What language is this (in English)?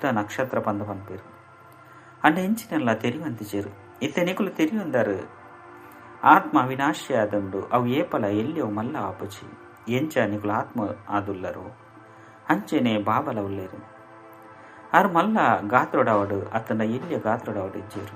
Tulu